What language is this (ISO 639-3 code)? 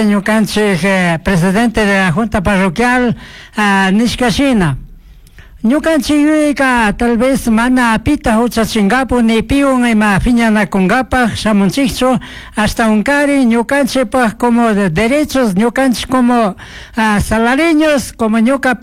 qug